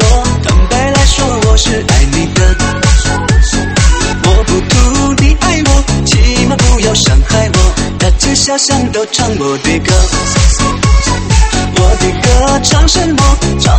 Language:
Chinese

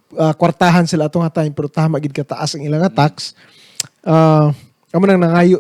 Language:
Hiligaynon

